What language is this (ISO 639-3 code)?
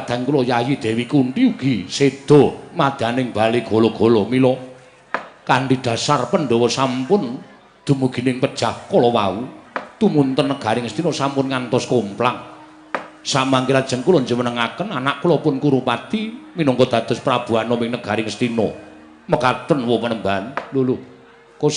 jav